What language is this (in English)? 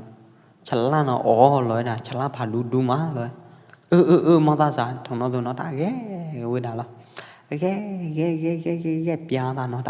Pwo Eastern Karen